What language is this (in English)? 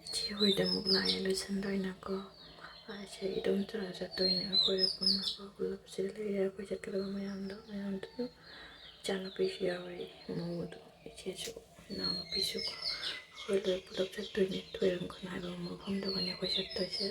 Manipuri